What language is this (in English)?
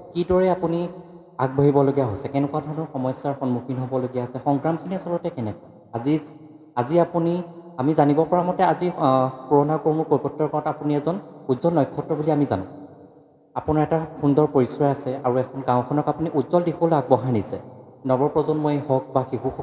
Assamese